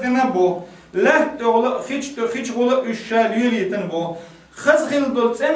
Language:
Chechen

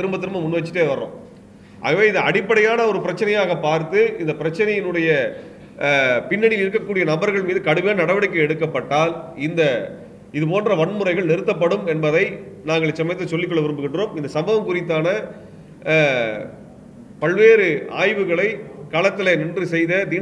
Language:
Tamil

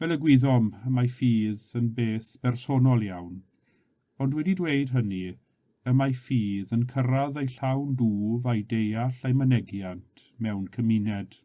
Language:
Welsh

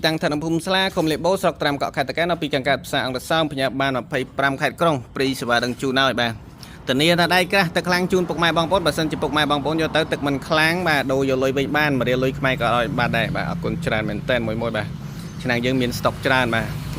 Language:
Khmer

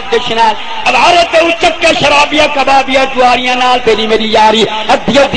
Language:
Saraiki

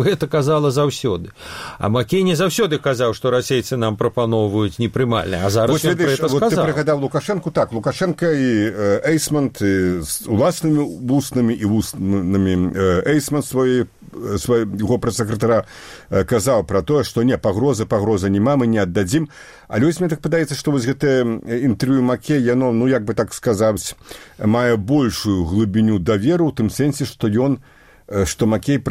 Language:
Belarusian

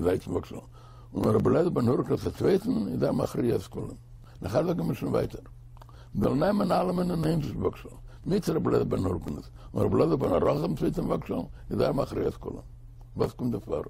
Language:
Yiddish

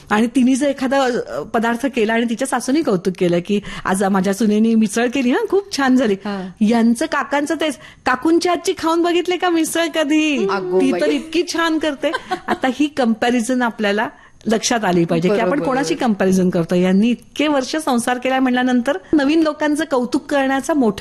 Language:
Marathi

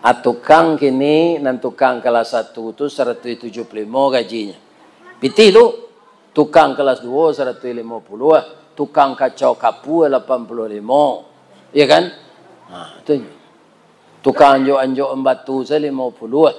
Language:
Minangkabau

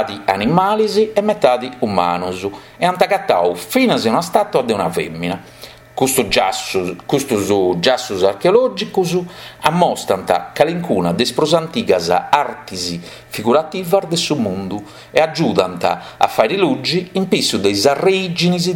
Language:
Sardinian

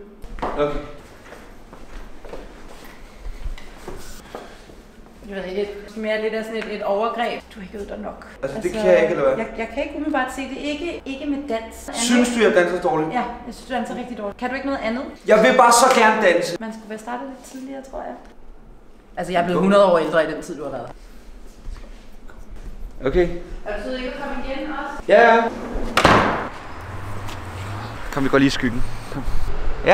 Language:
Danish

